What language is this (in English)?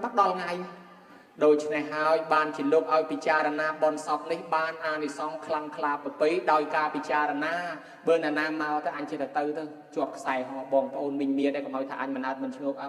Khmer